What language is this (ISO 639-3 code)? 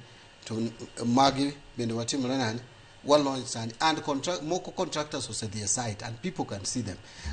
luo